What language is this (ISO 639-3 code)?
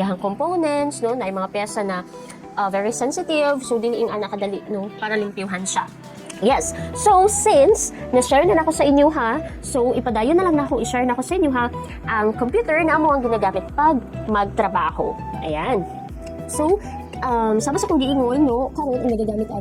ceb